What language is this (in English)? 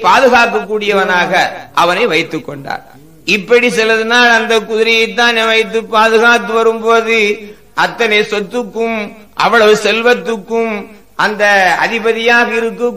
Tamil